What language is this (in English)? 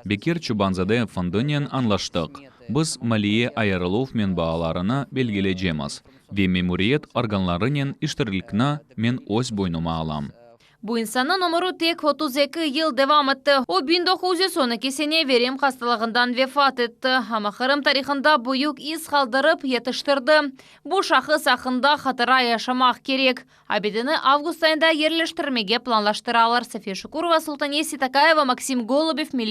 Crimean Tatar